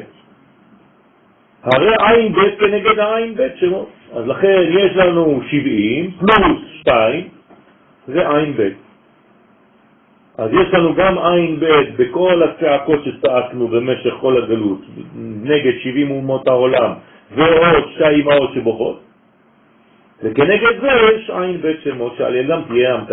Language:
Hebrew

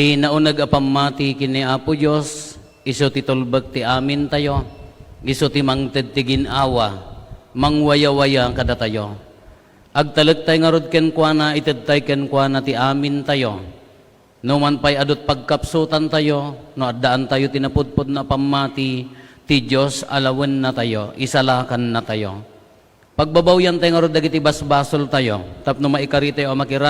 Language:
Iloko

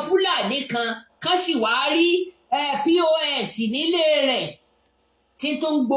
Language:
Yoruba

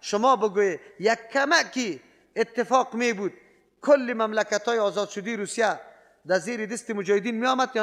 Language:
Persian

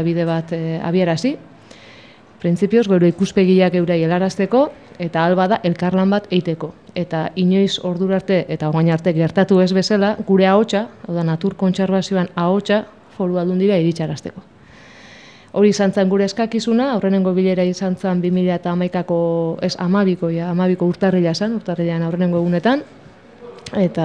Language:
Basque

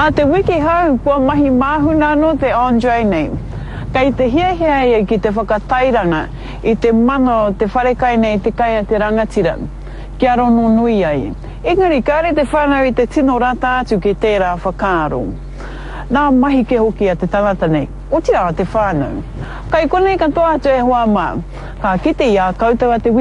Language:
Māori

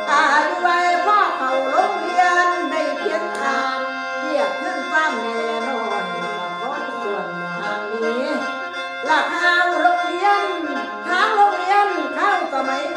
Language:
Northeastern Thai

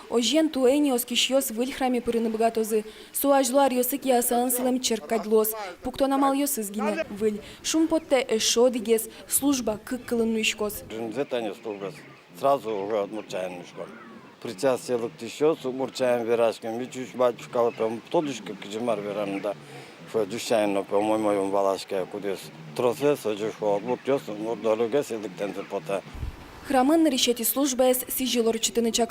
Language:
Udmurt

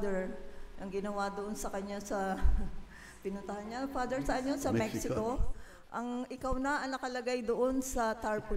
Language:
Filipino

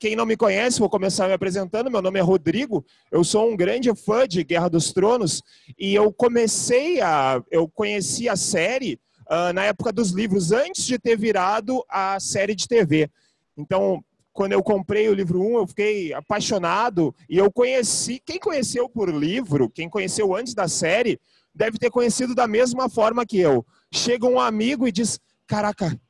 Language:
Portuguese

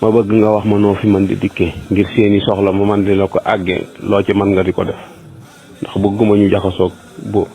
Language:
Wolof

